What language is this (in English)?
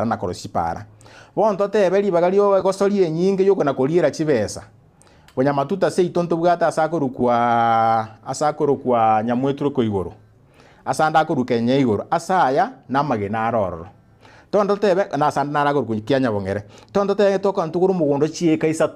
Gusii